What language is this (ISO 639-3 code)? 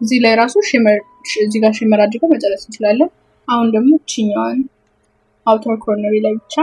amh